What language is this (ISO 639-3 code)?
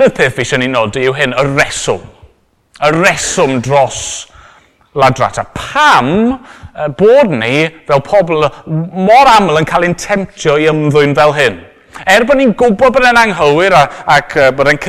cym